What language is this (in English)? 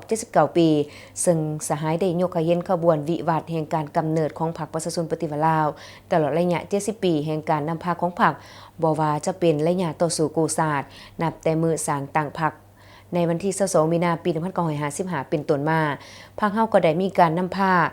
Lao